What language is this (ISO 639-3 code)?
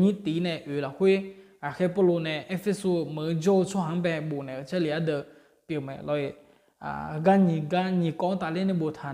ahk